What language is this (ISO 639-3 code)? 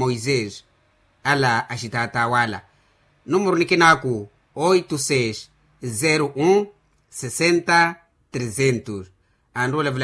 vmw